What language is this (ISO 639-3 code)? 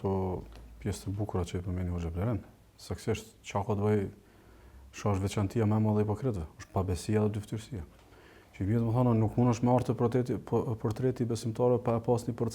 sqi